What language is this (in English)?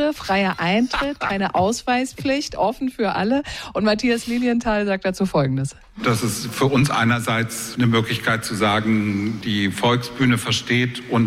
German